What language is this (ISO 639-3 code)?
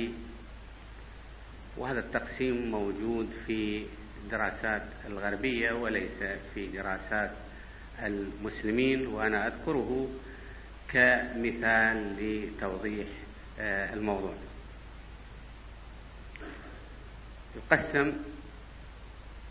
ara